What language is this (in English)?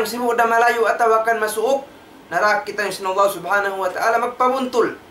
Tausug